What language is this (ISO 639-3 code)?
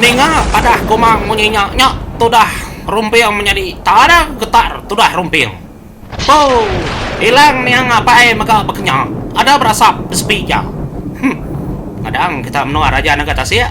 iba